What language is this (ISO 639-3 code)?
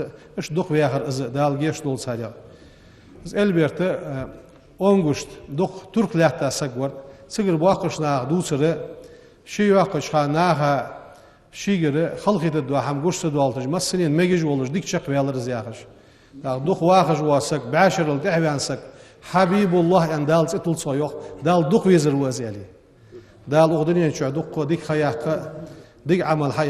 inh